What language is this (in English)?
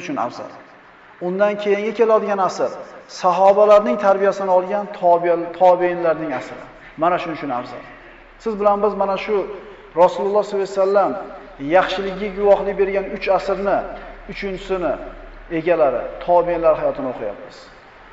Uzbek